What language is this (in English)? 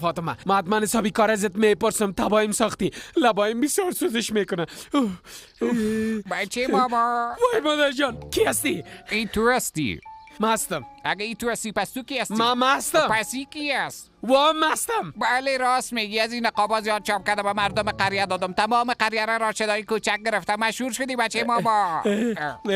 Persian